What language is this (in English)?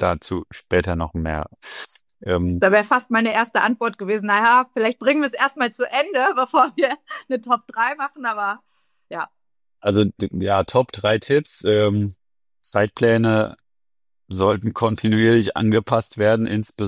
German